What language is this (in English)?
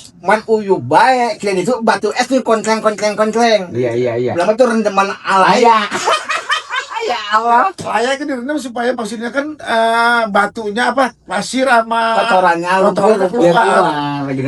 Betawi